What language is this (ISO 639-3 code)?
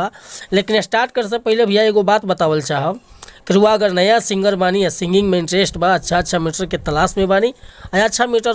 bho